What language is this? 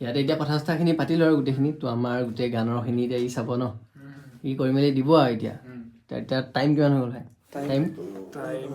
Assamese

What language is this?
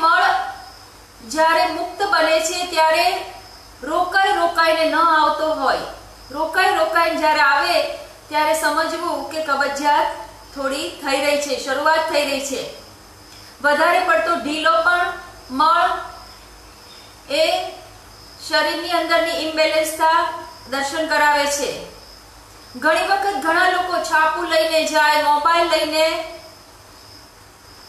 Gujarati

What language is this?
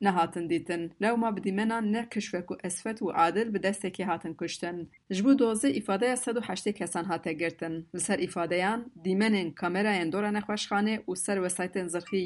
Kurdish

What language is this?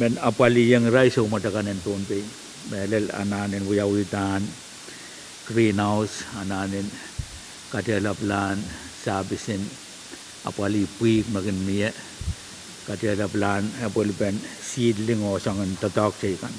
Pohnpeian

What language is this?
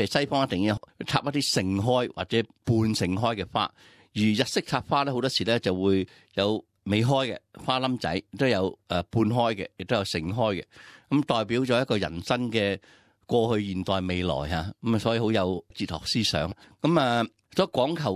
Cantonese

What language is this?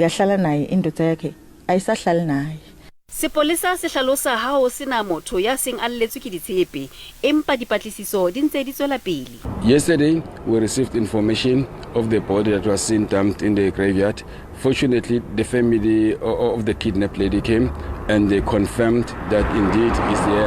Southern Sotho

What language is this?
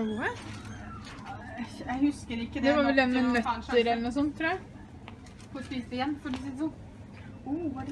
Norwegian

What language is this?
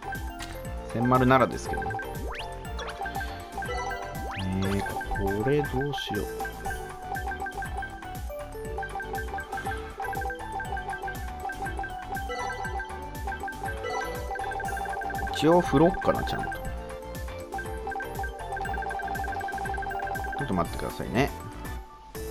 Japanese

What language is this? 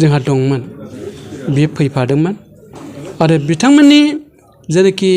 Bodo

